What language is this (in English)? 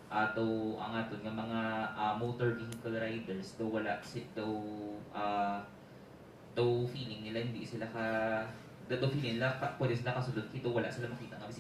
Hiligaynon